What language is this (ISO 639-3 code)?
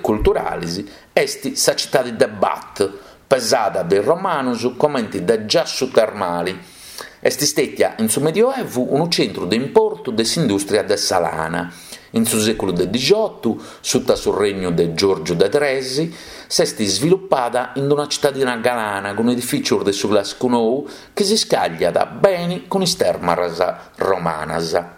srd